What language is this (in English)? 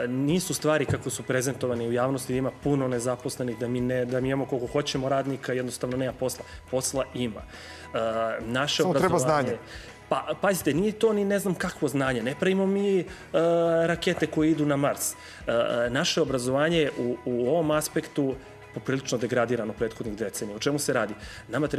Serbian